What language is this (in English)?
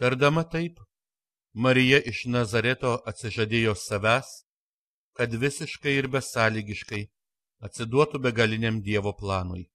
Lithuanian